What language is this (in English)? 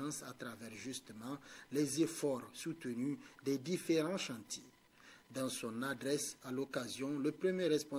French